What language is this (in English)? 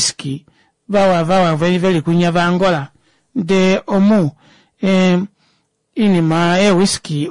Kuanyama